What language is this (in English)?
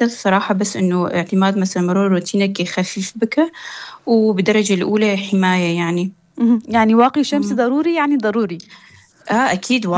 North Levantine Arabic